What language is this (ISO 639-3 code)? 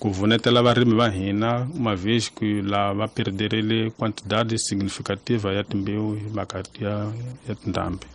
tso